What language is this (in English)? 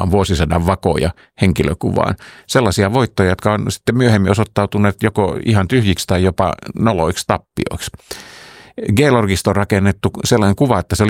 Finnish